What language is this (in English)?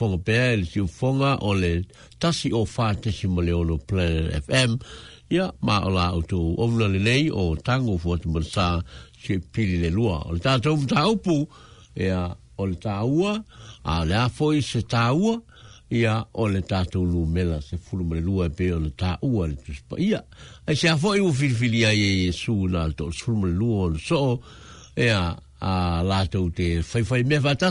Samoan